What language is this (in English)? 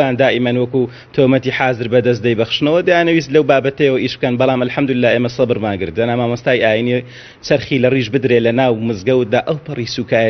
Central Kurdish